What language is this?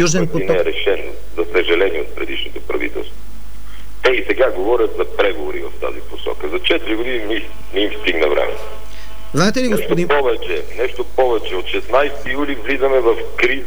Bulgarian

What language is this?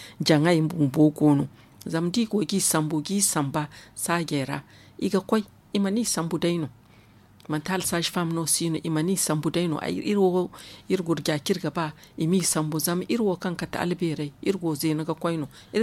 Zarma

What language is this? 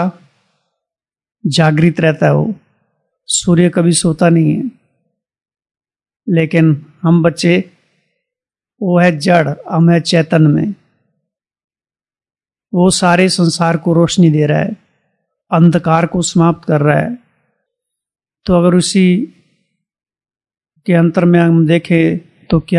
Hindi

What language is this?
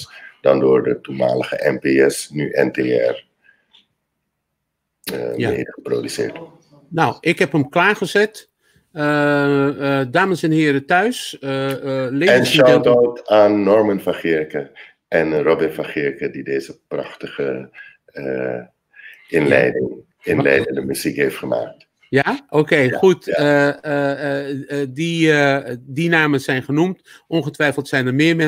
Dutch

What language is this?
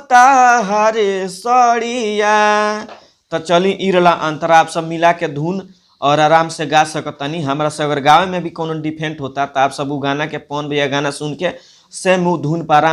Bhojpuri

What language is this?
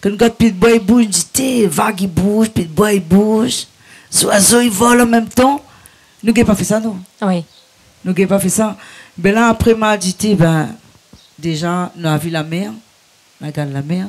Réunion Creole French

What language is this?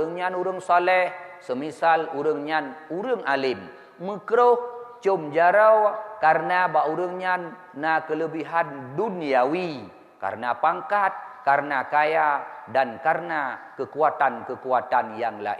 Achinese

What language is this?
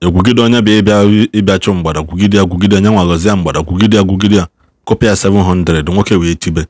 Igbo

